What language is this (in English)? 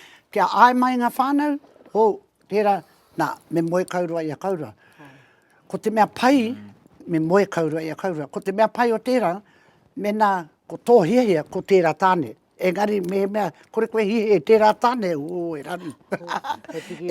Māori